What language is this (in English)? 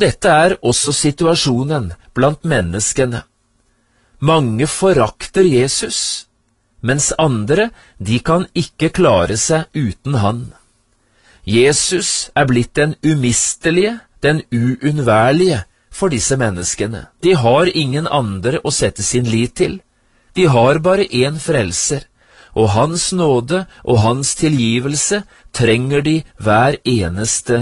Norwegian